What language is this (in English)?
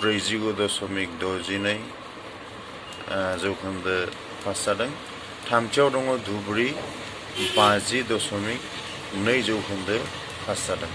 Bodo